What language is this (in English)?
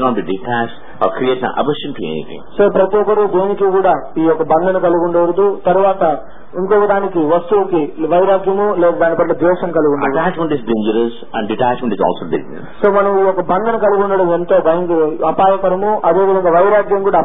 Telugu